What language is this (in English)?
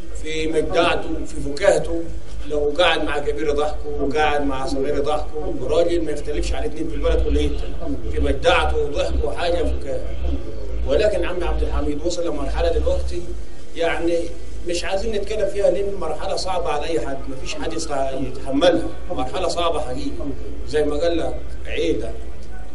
Egyptian Arabic